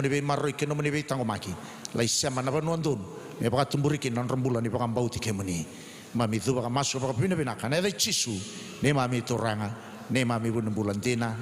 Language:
Fijian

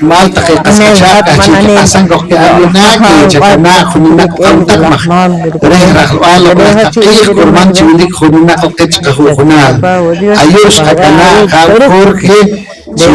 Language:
Poqomchi'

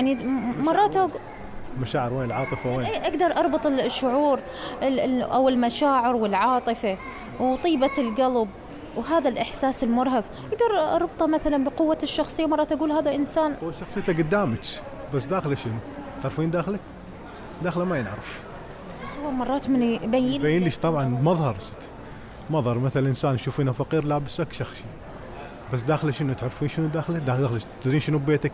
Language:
Mesopotamian Arabic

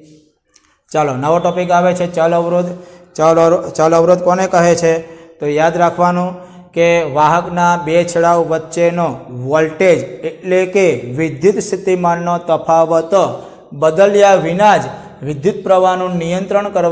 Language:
Gujarati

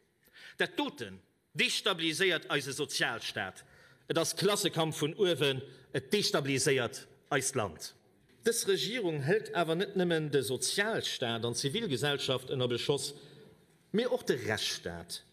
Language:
Luxembourgish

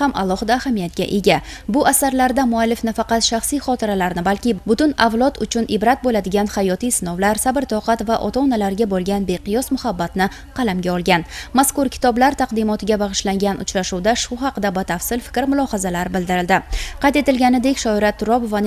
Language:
Uzbek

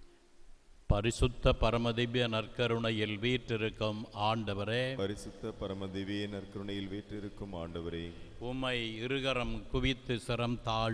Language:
Tamil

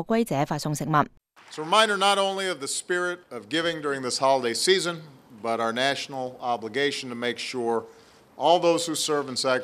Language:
Cantonese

